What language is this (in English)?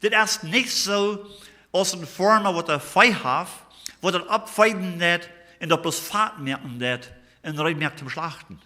Plautdietsch